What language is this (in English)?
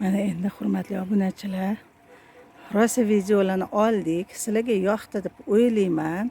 Uzbek